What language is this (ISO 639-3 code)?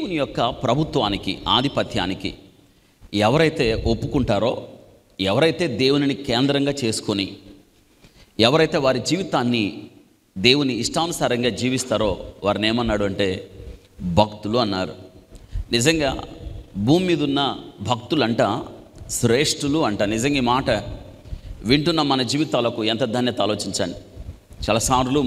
tel